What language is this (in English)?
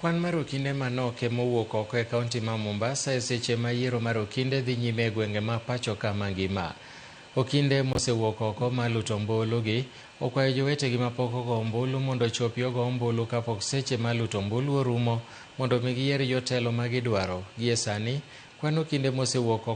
Luo (Kenya and Tanzania)